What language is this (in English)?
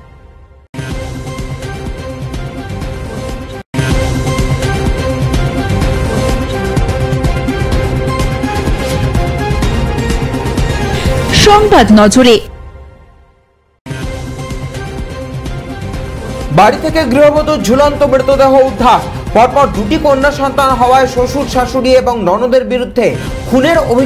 Bangla